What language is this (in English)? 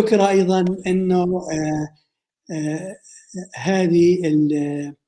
North Levantine Arabic